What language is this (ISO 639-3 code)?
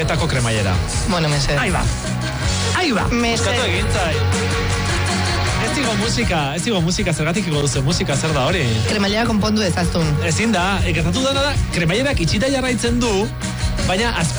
eus